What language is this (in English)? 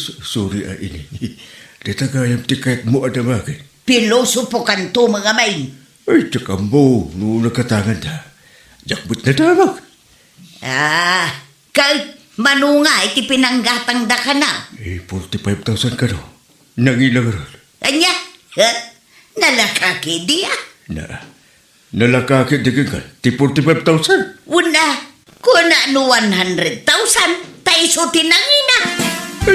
Iloko